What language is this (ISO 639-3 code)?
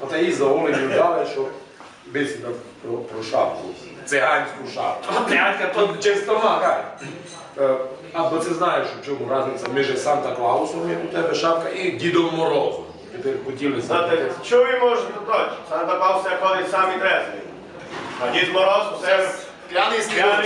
rue